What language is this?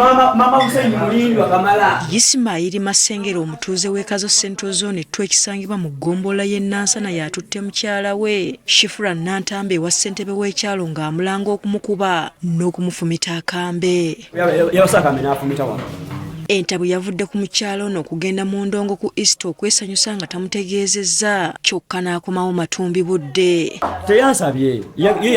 Ganda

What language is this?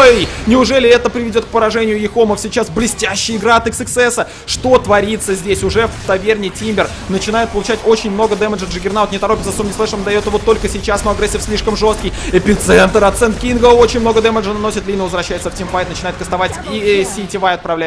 Russian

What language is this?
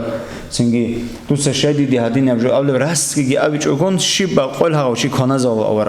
Avaric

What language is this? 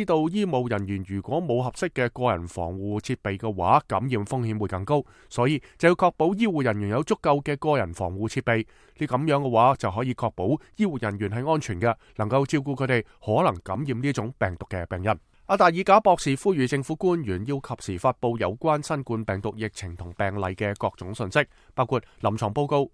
Cantonese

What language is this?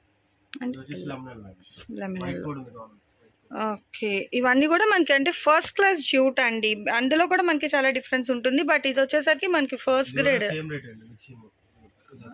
Telugu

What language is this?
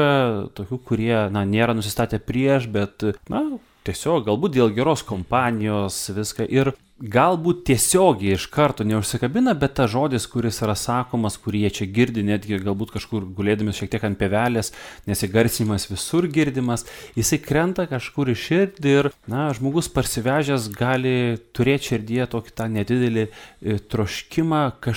Lithuanian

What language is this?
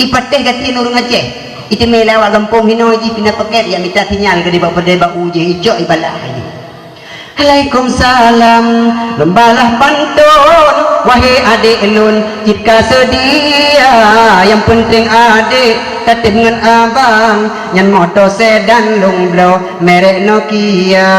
Achinese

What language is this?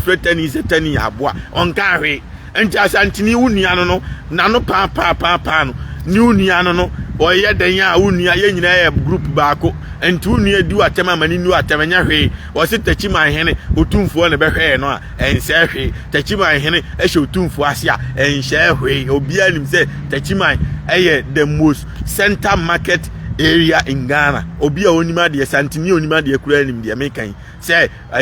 Akan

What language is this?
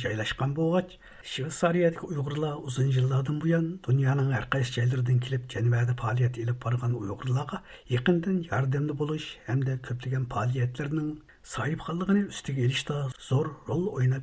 Uyghur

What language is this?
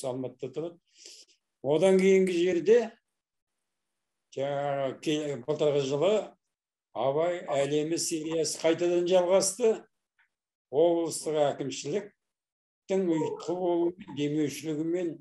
Kazakh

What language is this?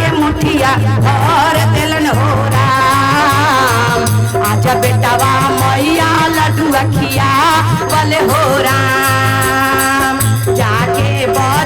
Magahi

